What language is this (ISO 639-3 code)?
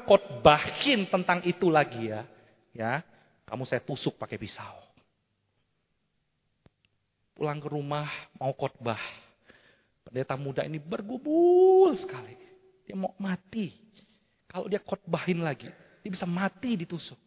ind